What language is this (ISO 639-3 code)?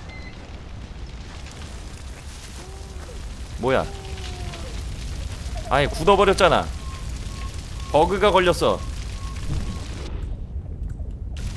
kor